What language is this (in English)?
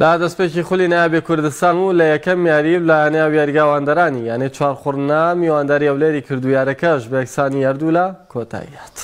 Central Kurdish